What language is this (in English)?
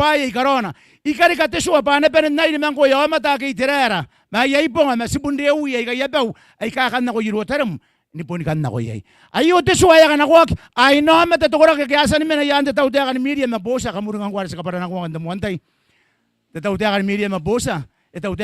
Gilbertese